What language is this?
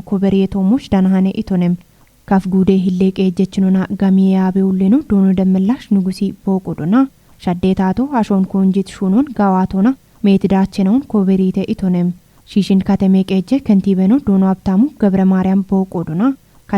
Kafa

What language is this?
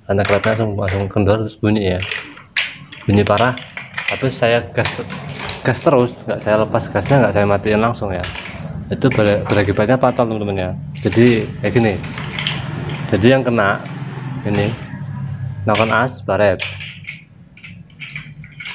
Indonesian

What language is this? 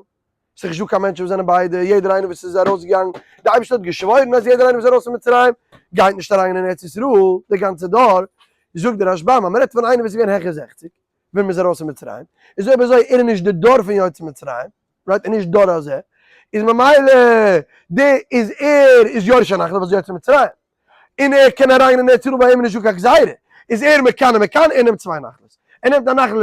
Yiddish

